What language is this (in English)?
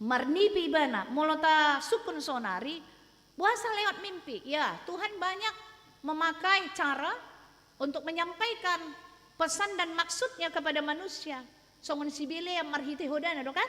Batak Toba